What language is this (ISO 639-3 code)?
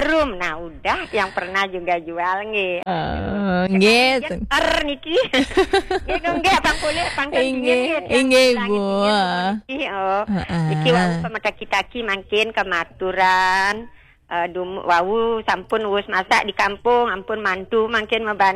ban